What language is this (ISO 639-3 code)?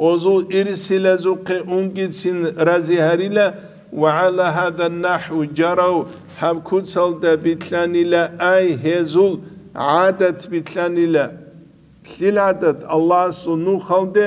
ava